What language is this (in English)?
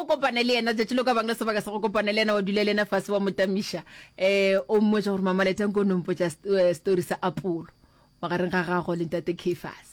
Northern Sotho